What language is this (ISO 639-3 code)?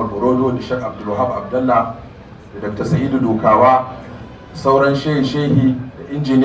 hau